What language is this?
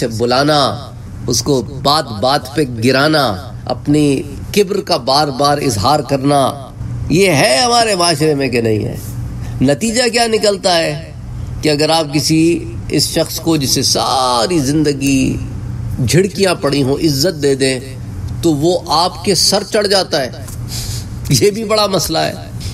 Urdu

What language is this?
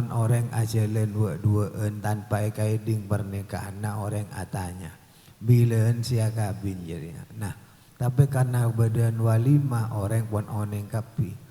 Madurese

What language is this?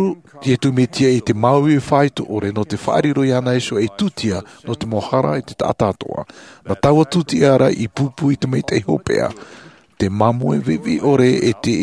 Tahitian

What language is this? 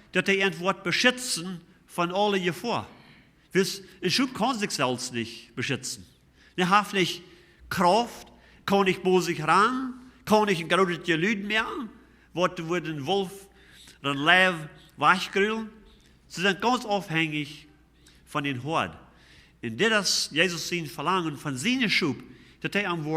Plautdietsch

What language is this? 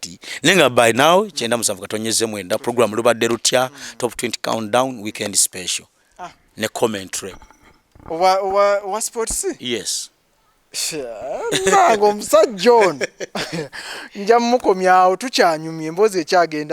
Ganda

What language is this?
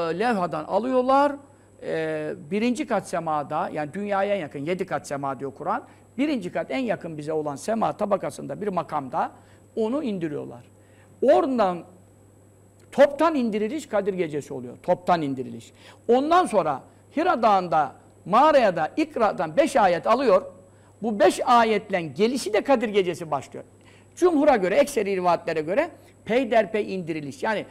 Turkish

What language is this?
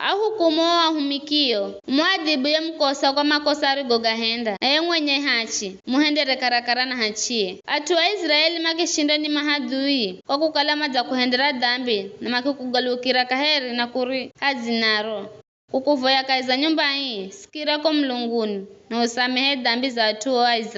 Giryama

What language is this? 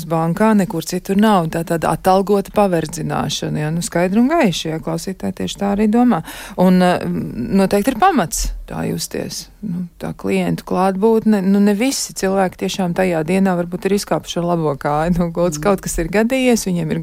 Latvian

